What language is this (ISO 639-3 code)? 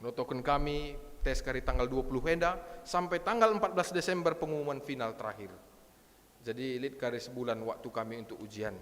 btx